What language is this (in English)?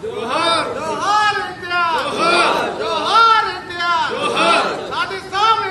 Telugu